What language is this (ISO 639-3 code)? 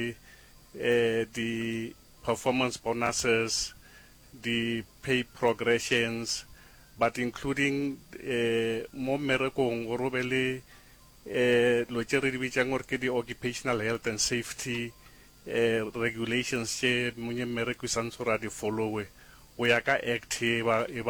nso